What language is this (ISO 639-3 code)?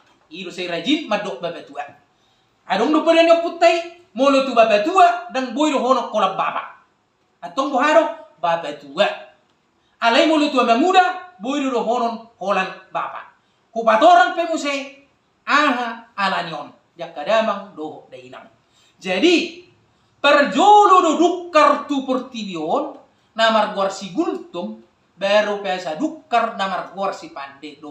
bbc